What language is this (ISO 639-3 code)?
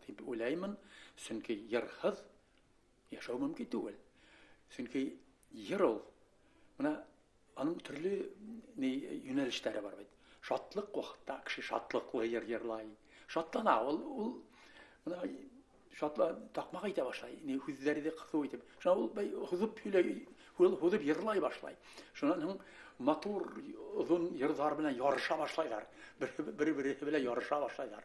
bak